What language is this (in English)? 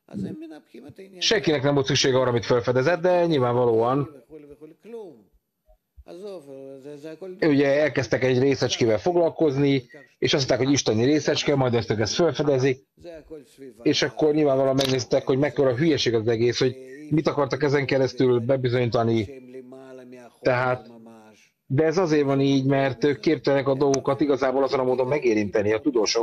Hungarian